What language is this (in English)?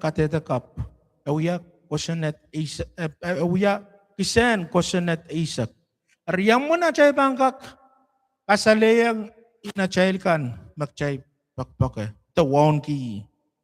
Pohnpeian